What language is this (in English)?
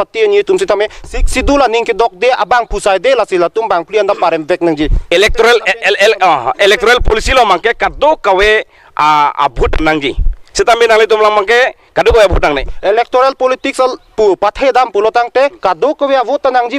Karbi